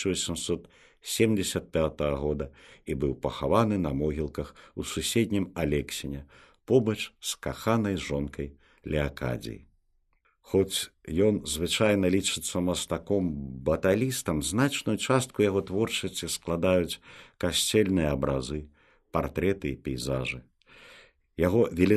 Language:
Belarusian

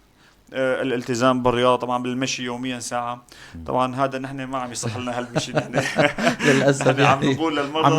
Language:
North Levantine Arabic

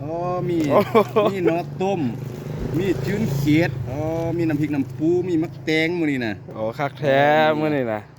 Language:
Lao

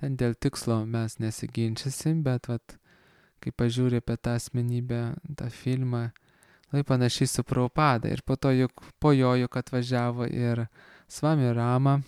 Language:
Lithuanian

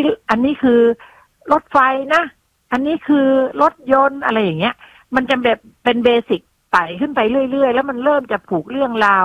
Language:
Thai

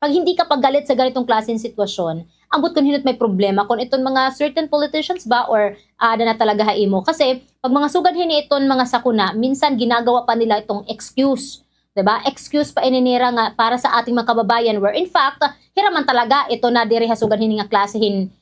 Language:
Waray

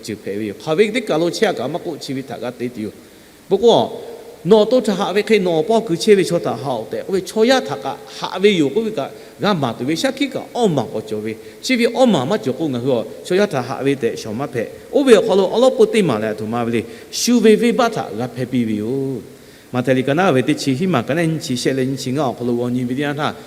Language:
Lahu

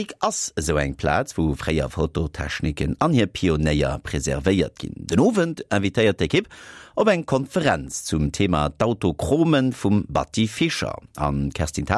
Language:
Luxembourgish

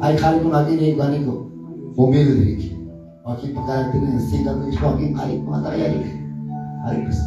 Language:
Quechua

